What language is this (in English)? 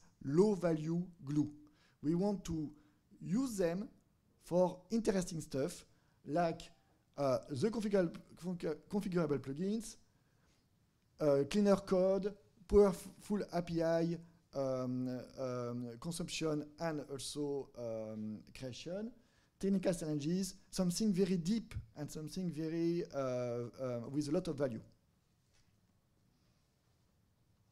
English